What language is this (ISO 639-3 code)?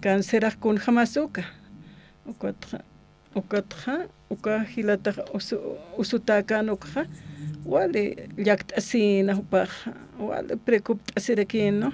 aym